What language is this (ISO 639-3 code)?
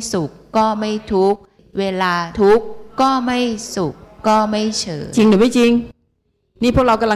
tha